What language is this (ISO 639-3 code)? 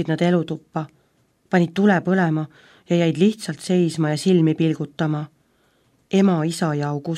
est